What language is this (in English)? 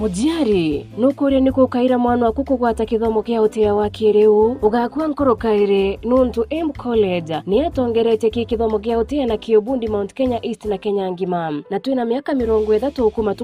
Meru